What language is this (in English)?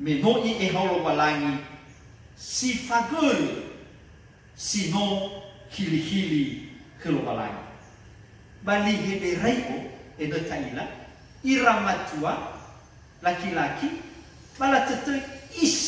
Nias